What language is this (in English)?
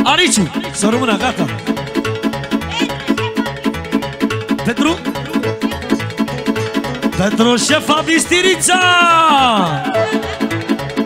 Romanian